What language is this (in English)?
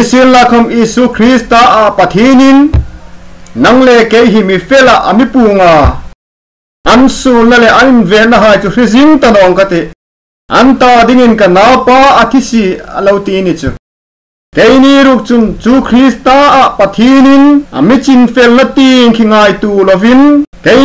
Hmar